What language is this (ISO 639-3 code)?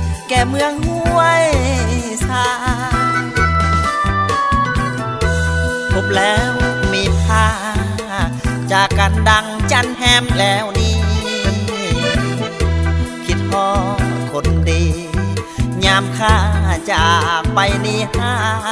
lao